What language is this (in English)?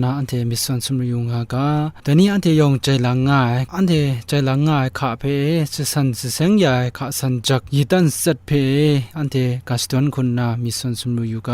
Kachin